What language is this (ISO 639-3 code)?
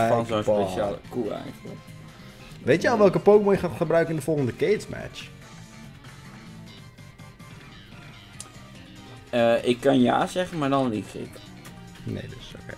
nld